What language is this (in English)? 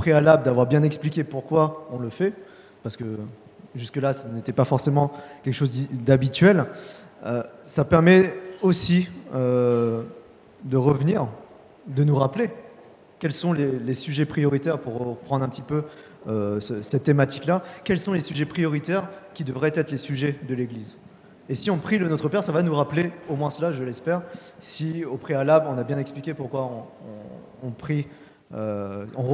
French